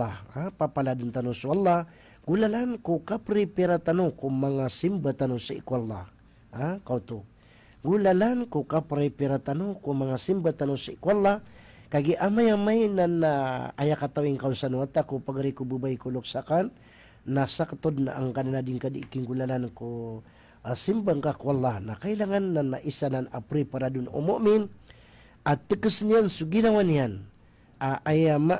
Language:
Maranao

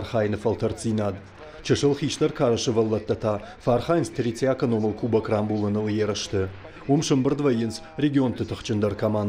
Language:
Ossetic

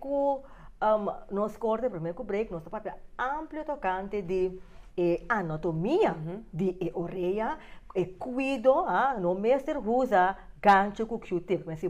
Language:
Papiamento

